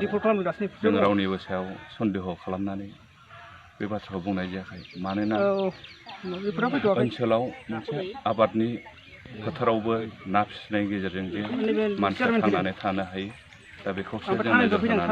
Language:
Bodo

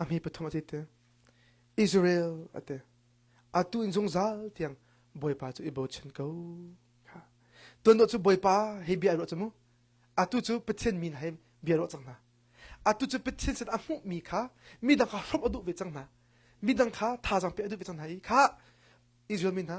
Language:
Hakha Chin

